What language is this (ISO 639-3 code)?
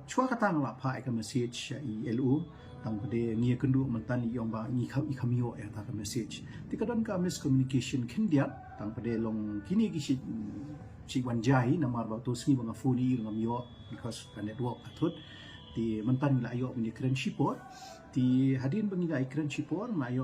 kha